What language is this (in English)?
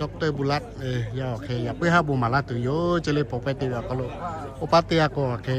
Lahu